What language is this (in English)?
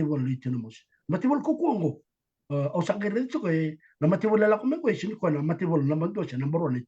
Fijian